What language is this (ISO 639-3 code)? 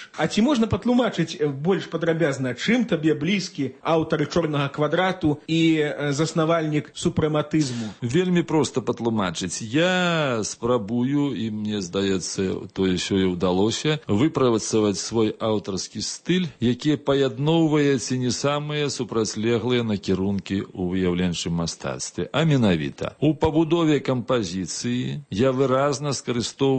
bel